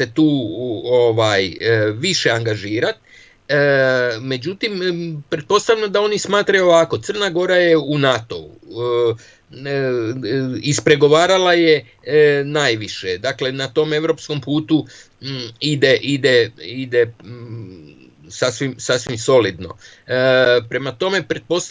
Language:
Serbian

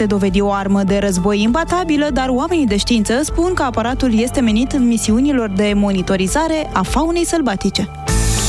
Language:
Romanian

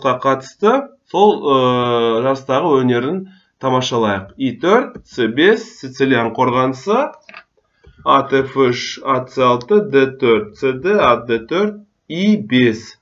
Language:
Kazakh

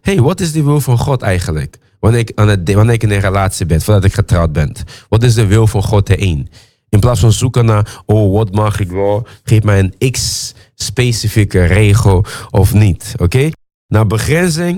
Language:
Dutch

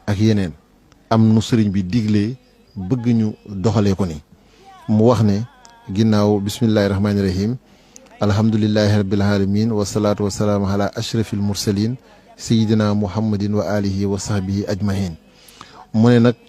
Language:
Wolof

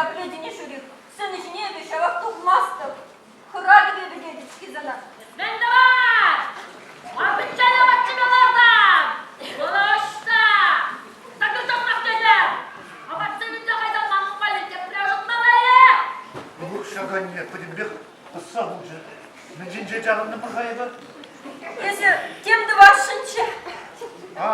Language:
Chuvash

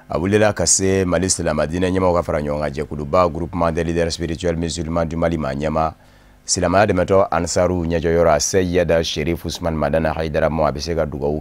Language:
Bambara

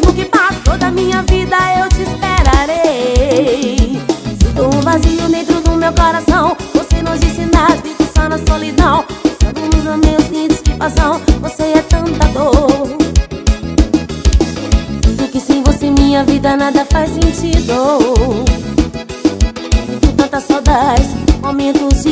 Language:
Portuguese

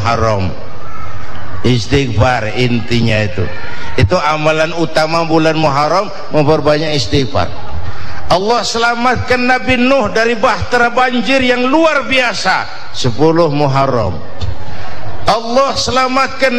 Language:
Indonesian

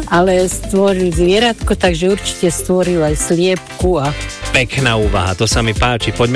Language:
Slovak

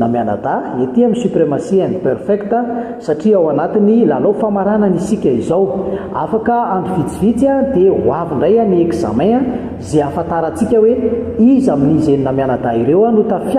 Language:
Malagasy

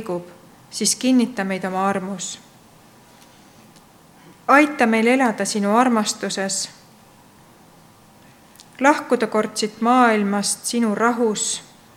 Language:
Estonian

